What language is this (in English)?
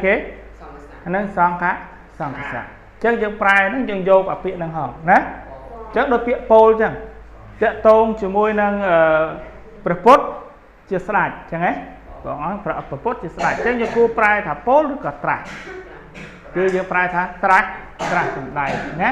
Khmer